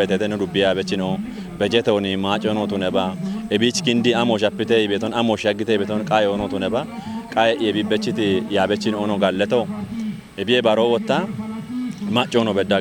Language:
Kafa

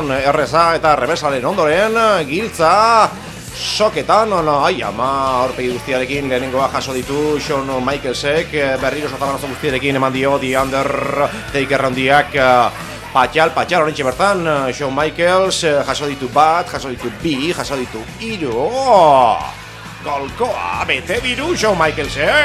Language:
Basque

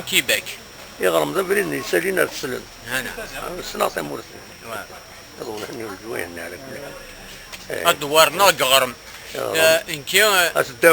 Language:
Kabyle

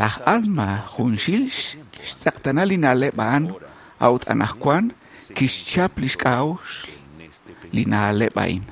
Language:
Kekchí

